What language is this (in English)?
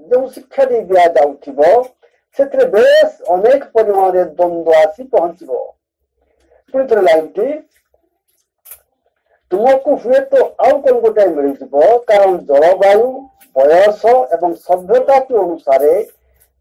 Odia